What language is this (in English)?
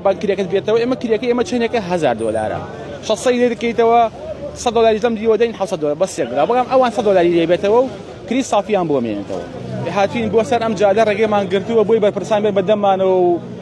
Central Kurdish